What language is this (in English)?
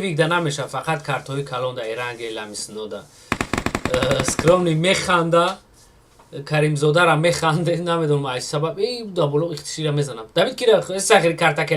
Tajik